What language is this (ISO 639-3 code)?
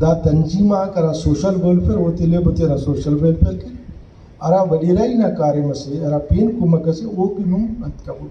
brh